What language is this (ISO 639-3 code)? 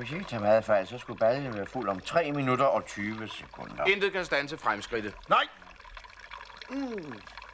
dan